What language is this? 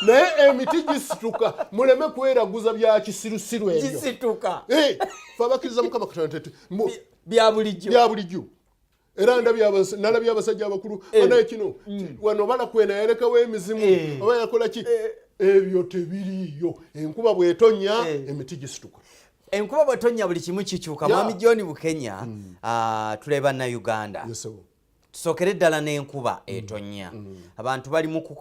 Ganda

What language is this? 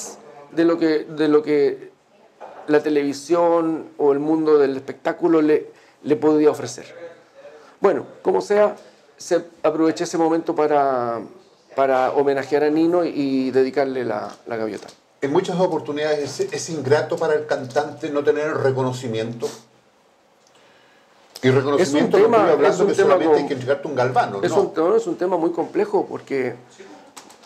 Spanish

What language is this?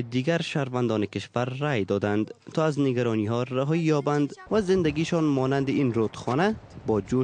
Persian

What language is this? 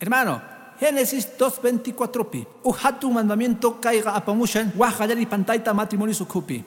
Quechua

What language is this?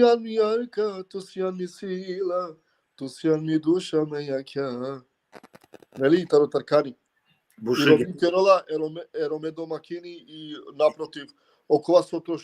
Balkan Romani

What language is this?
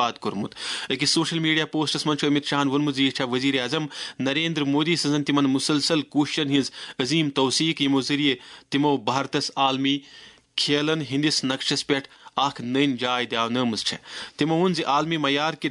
Kashmiri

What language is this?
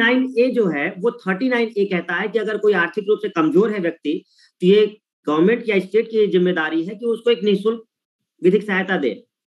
Hindi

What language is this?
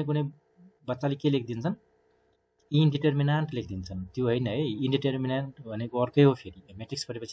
Nepali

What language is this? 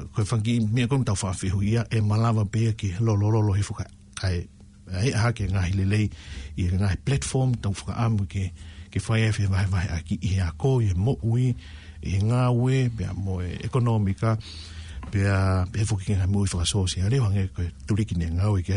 Tongan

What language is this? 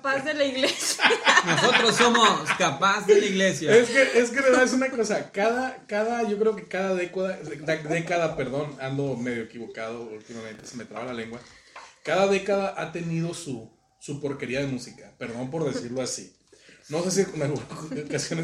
Spanish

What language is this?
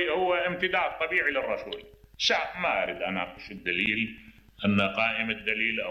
Mesopotamian Arabic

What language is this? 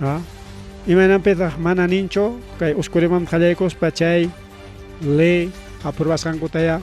Ayacucho Quechua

